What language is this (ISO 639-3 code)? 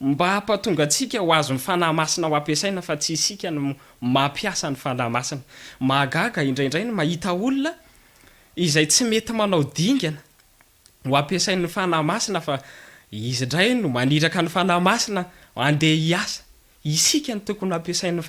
mlg